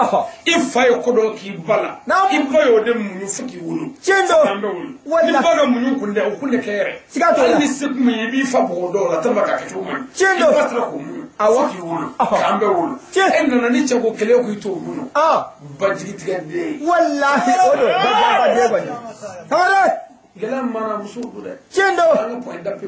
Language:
Bambara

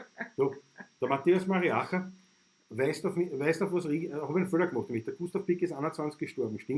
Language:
Bavarian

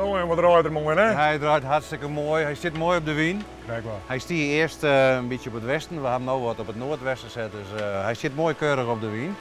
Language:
Western Frisian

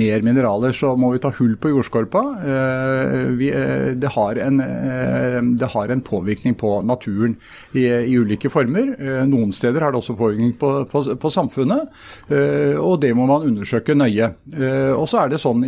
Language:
Norwegian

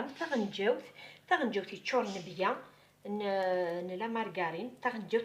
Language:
Kabyle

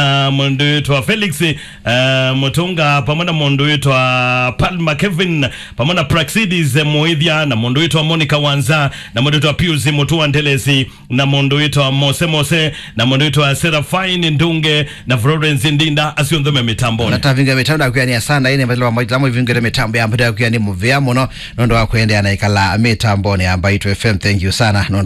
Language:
Kamba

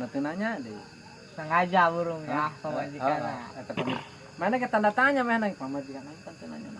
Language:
Sundanese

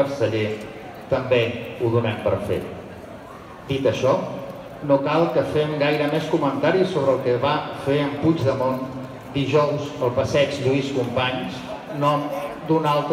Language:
Catalan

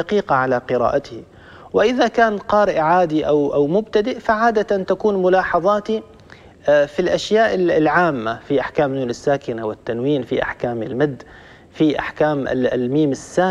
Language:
Arabic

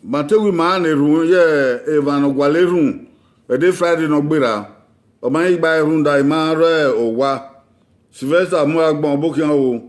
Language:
Bini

